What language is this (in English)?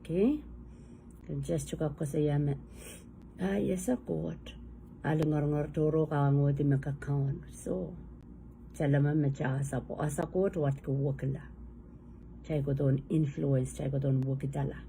Pohnpeian